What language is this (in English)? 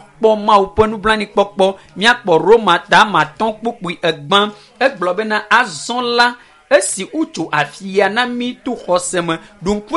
Ewe